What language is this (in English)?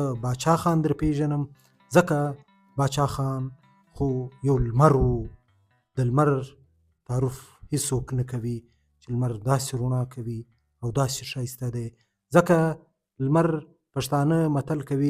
Pashto